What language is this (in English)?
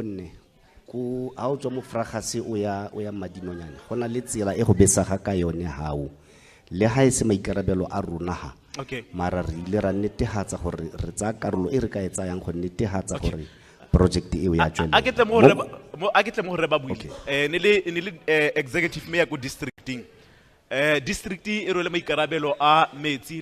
Tswana